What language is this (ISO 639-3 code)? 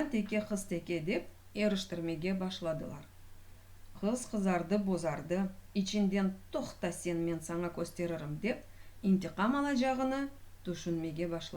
crh